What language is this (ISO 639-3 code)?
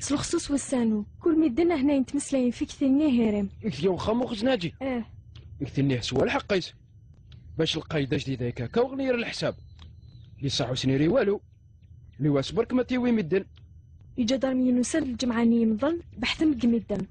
kab